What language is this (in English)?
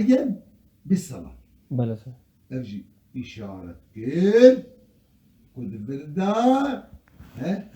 Kurdish